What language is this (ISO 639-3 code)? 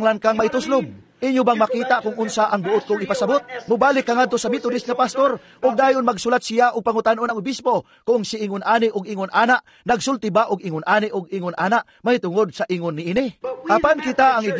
ceb